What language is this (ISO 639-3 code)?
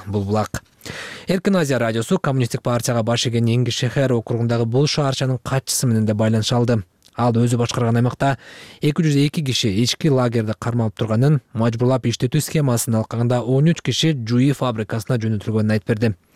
kir